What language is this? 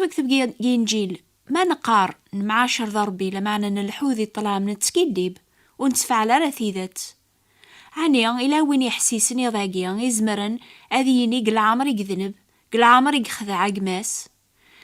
Kabyle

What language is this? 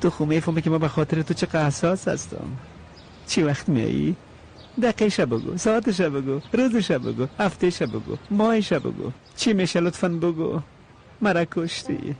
Persian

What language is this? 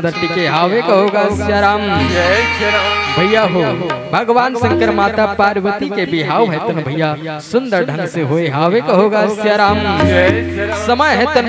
Chhattisgarhi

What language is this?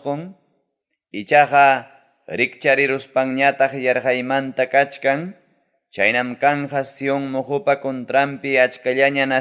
Ayacucho Quechua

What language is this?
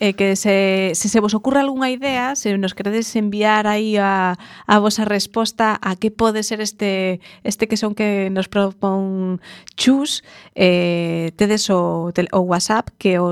Galician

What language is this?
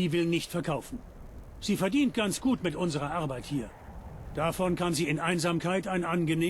Bavarian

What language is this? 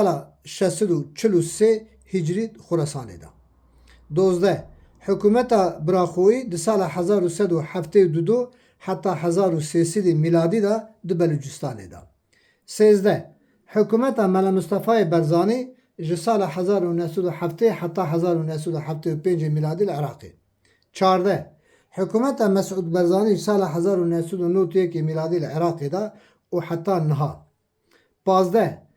Kurdish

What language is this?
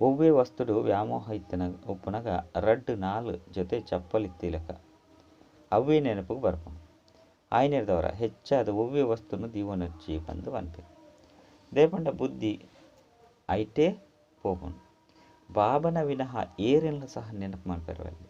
Tulu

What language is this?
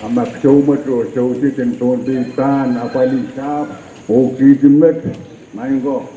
Pohnpeian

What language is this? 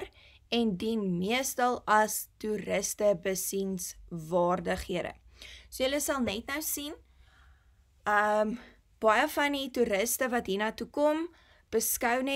Afrikaans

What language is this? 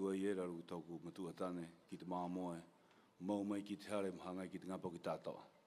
Rapanui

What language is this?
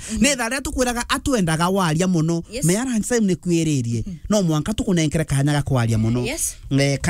Meru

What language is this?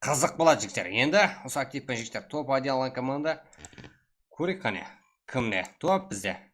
Kara-Kalpak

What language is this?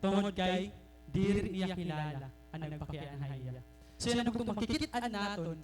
Waray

